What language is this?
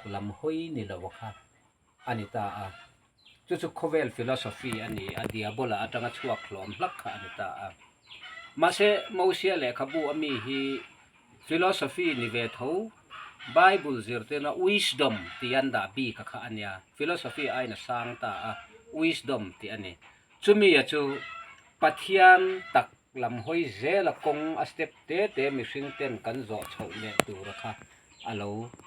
Mizo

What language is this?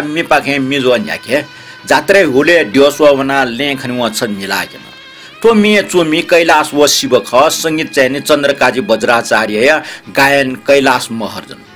Newari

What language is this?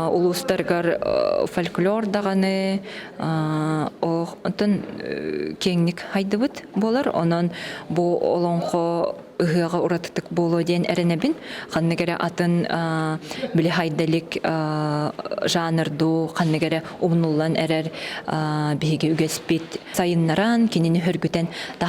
Yakut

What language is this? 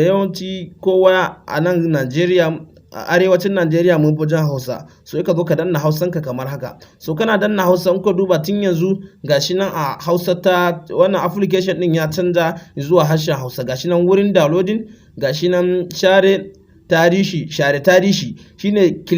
Hausa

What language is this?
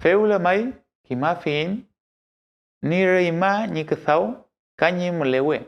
Mapuche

